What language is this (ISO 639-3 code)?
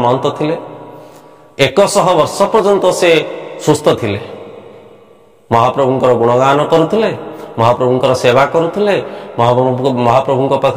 ori